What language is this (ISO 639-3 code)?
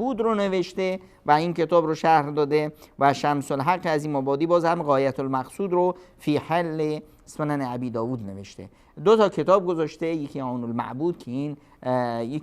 fas